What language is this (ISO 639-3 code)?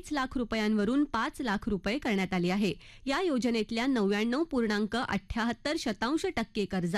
mar